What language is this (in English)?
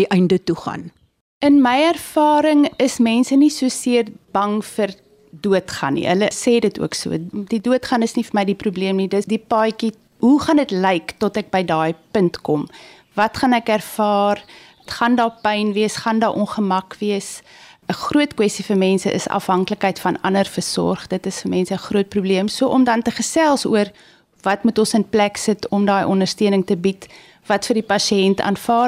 Afrikaans